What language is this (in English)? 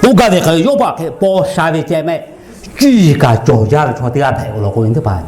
Lahu